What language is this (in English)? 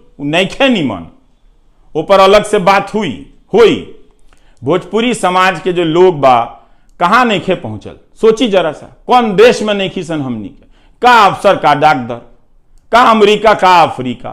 Bhojpuri